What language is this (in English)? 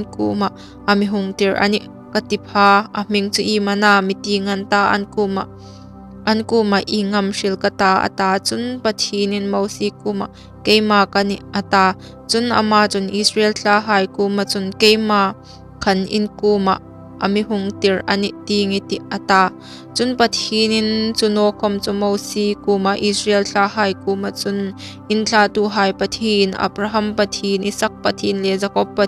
Hmar